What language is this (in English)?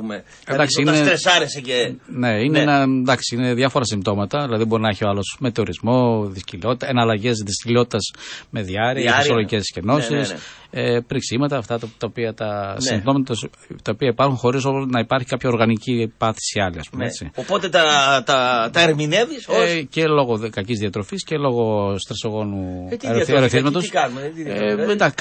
Greek